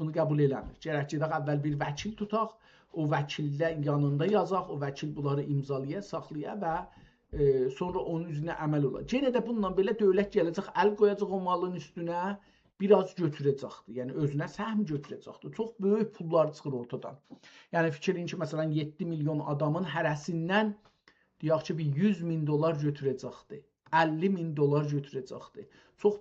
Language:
South Azerbaijani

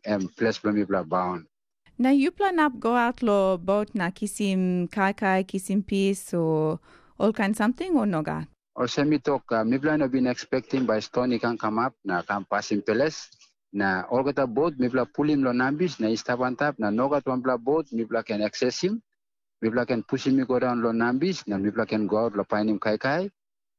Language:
Tok Pisin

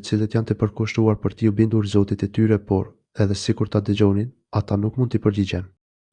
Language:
Albanian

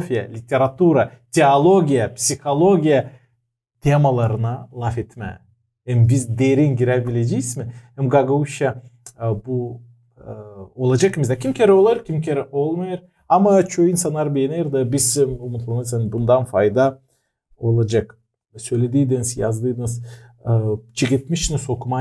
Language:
Gagauz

